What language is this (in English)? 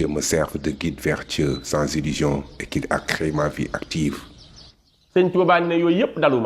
Wolof